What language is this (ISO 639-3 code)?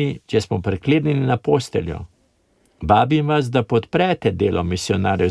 slv